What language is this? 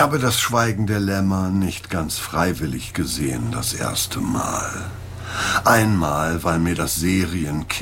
German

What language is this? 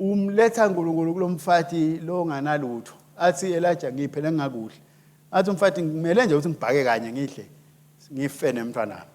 Swati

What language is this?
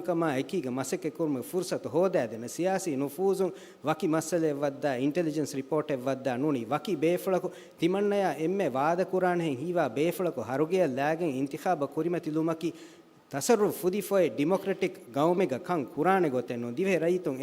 Divehi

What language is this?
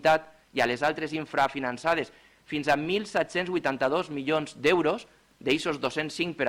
Catalan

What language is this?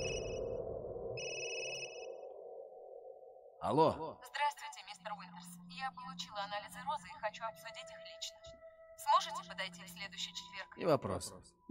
Russian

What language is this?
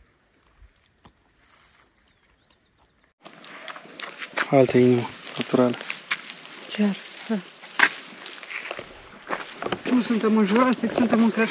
Romanian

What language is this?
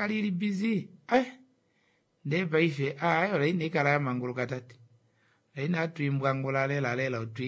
Kuanyama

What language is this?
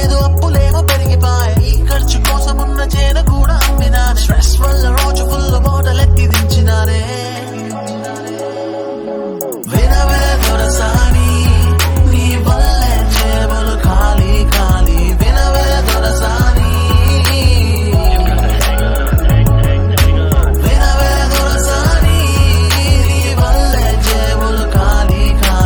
Telugu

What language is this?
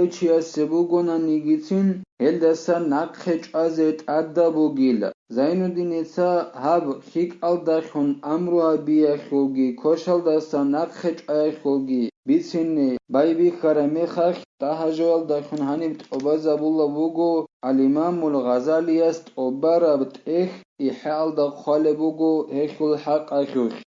Avaric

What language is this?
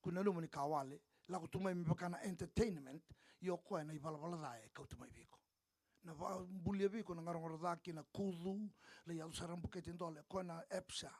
Fijian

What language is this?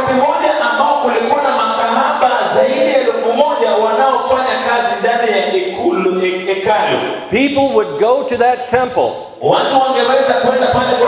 Swahili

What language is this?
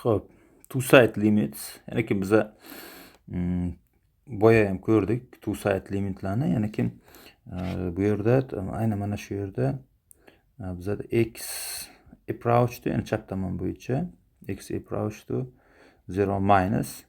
Uzbek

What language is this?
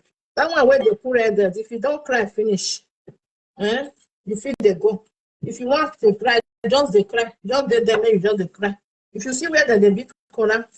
Nigerian Pidgin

